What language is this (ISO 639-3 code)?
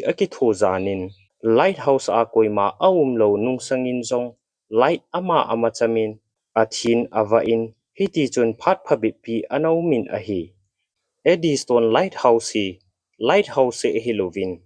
tcz